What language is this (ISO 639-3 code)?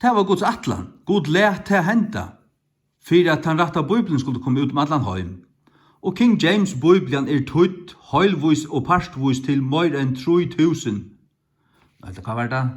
fao